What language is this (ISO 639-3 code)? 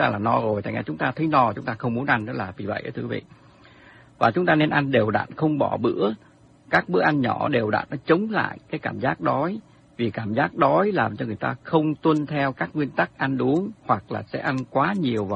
vie